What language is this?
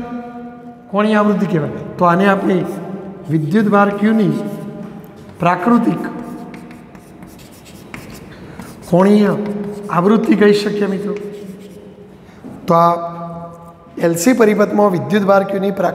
Gujarati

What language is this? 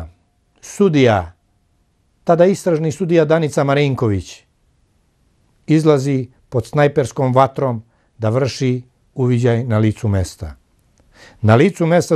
Serbian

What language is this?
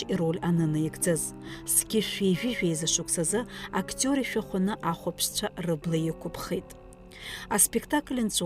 Abkhazian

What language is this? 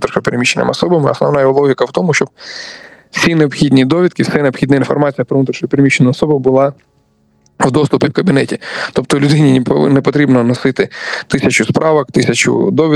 Ukrainian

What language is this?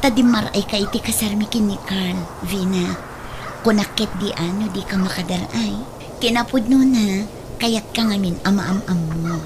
Iloko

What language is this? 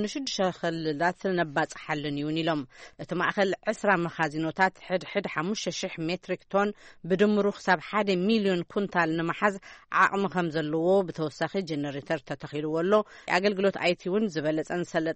Tigrinya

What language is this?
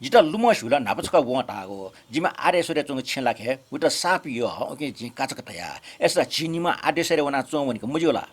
Newari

